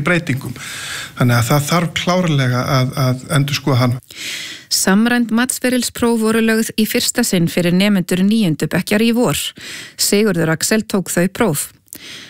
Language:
Icelandic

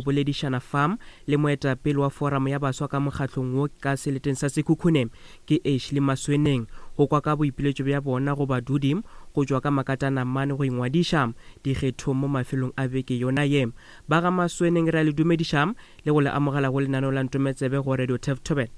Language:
Northern Sotho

